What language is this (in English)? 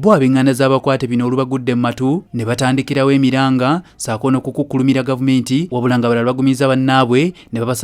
Ganda